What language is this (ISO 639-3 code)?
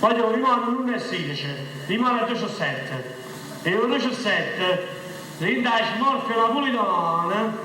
nap